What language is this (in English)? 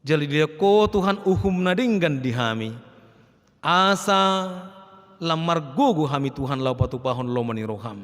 Batak Toba